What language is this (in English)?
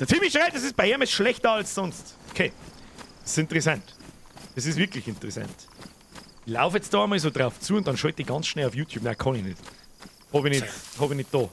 Bavarian